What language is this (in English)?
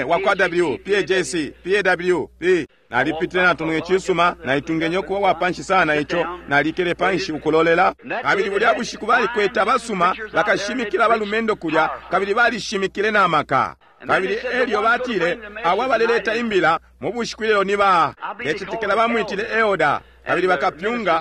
Bemba